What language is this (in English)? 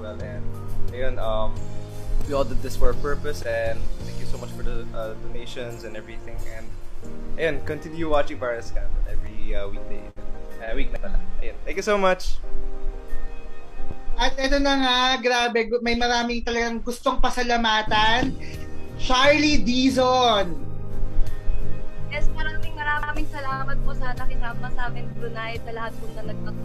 Filipino